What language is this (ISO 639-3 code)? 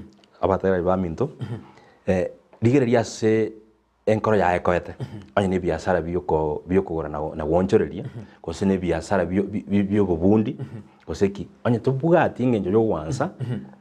guz